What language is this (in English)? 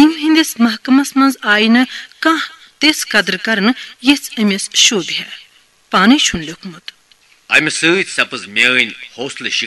Kashmiri